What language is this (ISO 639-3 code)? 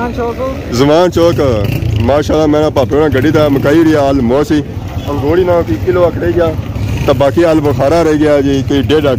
phr